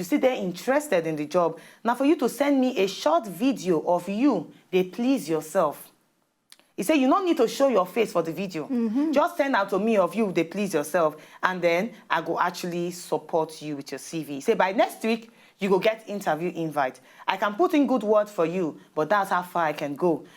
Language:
Nigerian Pidgin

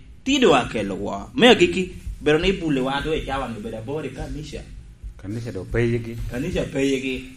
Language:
Lango (Uganda)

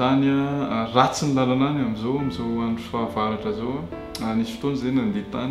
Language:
Malagasy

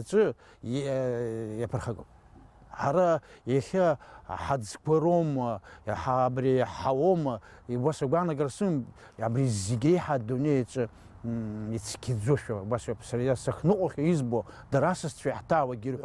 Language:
Abkhazian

